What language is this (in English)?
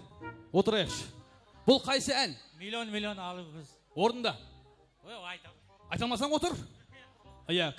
Kara-Kalpak